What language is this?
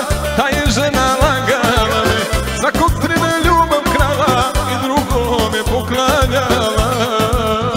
Croatian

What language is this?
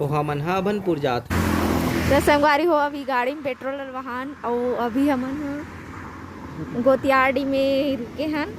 Chhattisgarhi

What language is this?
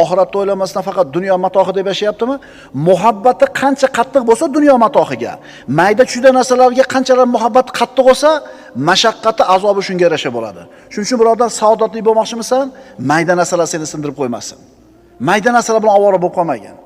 Uzbek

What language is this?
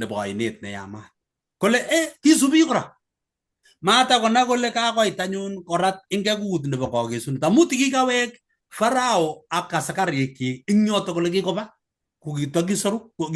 Kalenjin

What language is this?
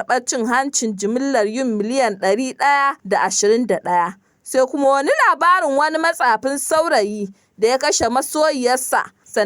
Hausa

